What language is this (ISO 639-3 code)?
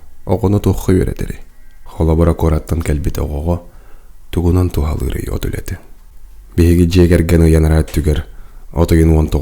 sah